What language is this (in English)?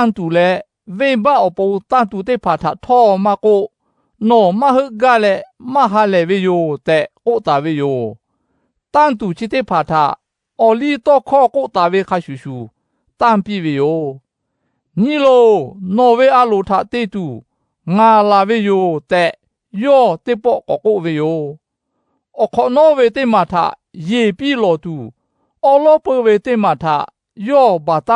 Lahu